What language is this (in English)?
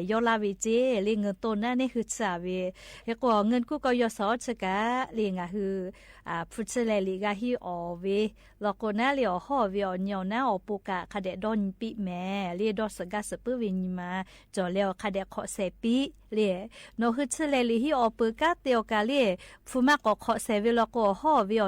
Lahu